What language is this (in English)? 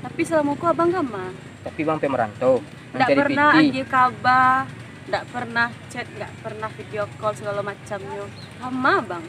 Minangkabau